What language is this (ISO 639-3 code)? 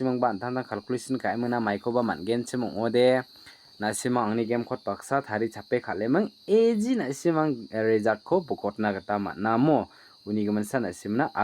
grt